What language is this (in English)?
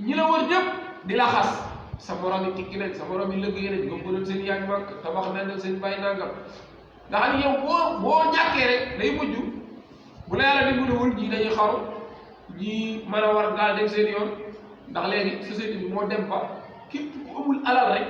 Wolof